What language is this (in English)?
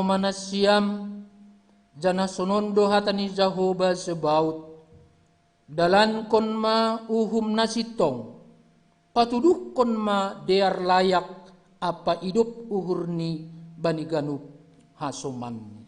Batak Simalungun